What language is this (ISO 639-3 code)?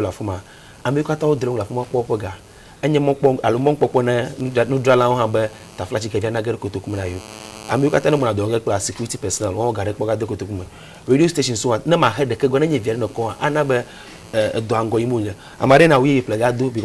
ewe